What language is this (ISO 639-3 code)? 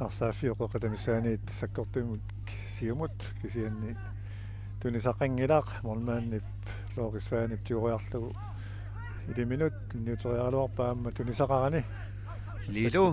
kal